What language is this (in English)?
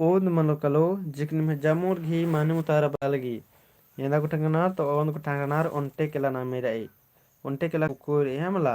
Kurukh